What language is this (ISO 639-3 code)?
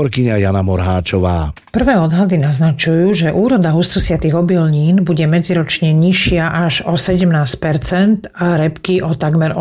slk